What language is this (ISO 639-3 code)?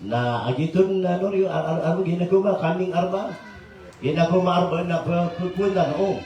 mrw